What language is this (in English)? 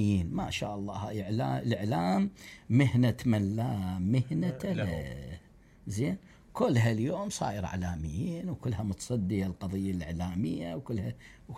Mesopotamian Arabic